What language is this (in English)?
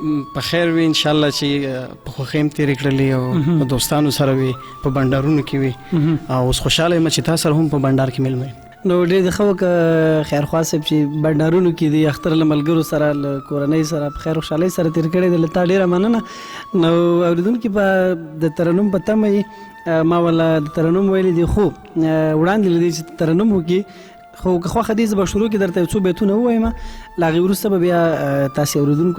Pashto